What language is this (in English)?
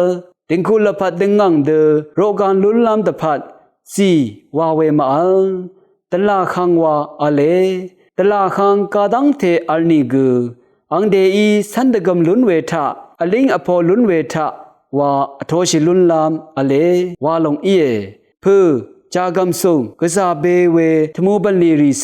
Rawang